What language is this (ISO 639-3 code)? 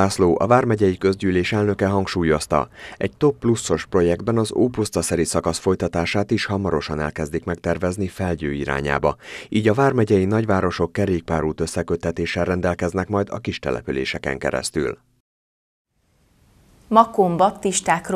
hun